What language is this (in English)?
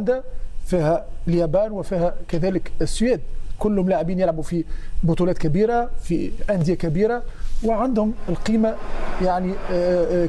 Tunisian Arabic